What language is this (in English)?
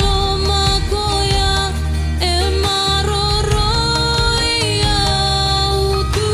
Fijian